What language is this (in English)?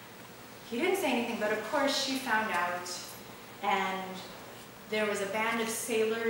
English